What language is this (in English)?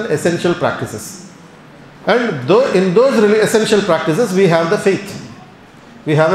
Telugu